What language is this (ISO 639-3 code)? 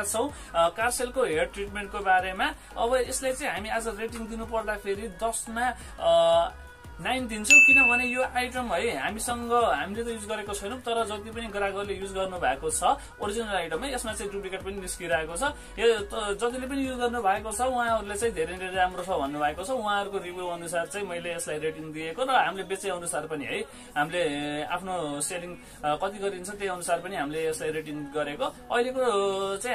nep